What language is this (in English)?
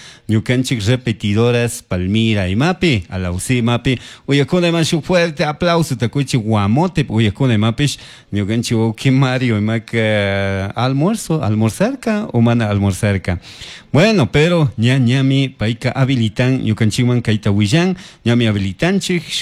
Chimborazo Highland Quichua